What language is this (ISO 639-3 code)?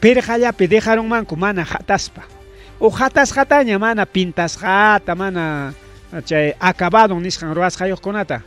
quy